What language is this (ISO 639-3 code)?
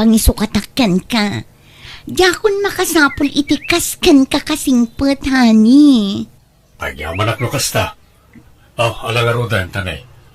ilo